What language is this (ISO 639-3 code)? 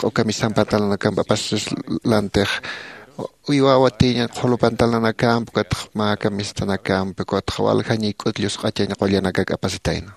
aym